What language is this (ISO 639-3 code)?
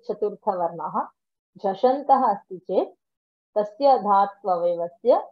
san